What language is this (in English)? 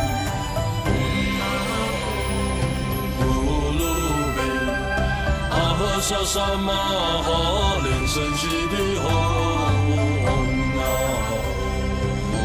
Chinese